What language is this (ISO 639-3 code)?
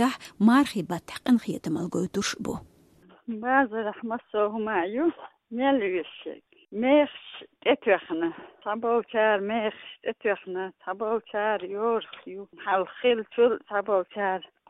che